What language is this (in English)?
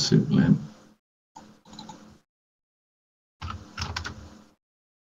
Danish